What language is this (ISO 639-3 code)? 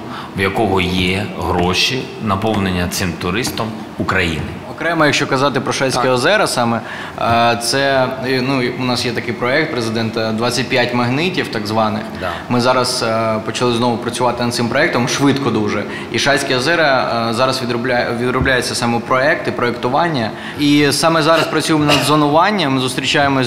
ukr